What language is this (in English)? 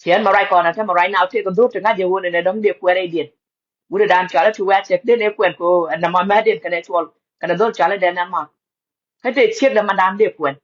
Nuer